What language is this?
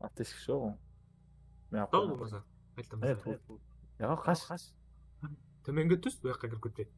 Kara-Kalpak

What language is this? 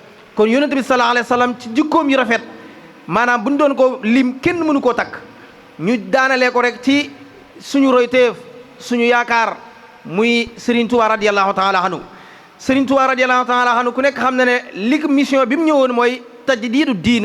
Wolof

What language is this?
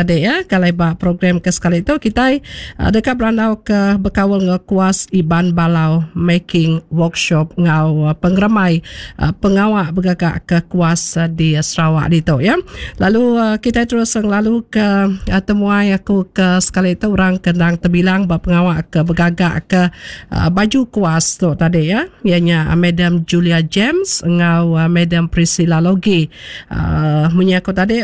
Iban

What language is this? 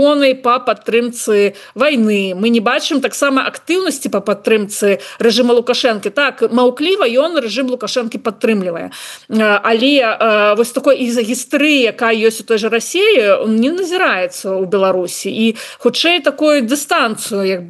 Belarusian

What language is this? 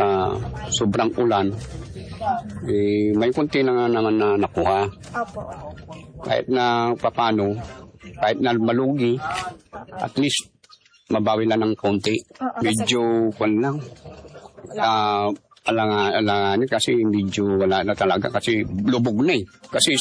Filipino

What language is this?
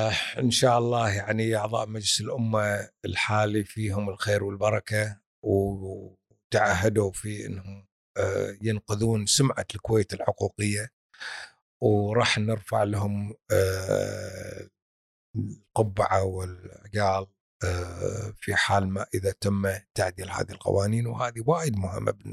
Gulf Arabic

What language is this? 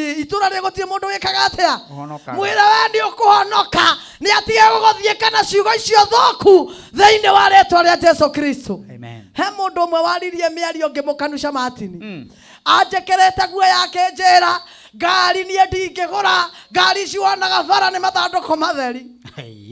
Kikuyu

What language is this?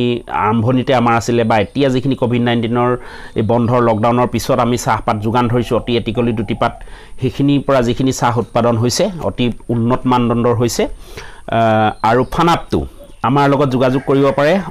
Assamese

